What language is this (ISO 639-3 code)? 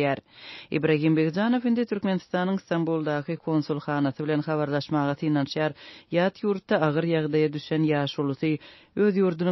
tuk